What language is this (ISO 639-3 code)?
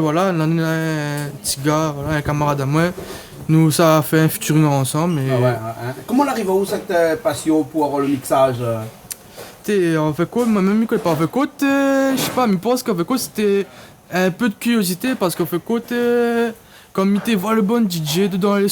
rcf